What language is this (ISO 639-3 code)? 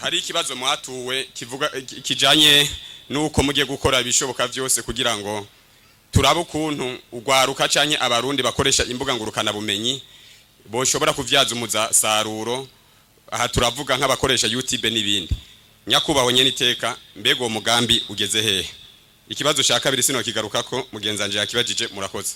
run